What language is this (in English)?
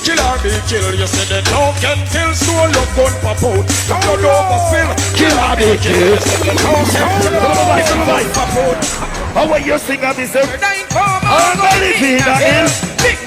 Jamaican Creole English